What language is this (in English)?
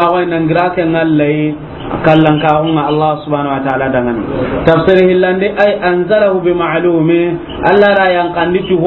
Soninke